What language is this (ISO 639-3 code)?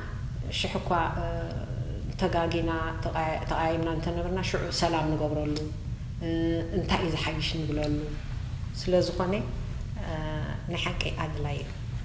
tir